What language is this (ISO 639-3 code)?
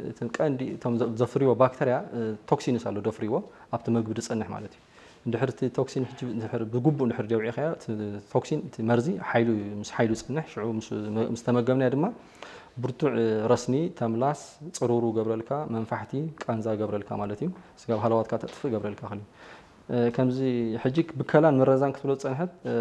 tir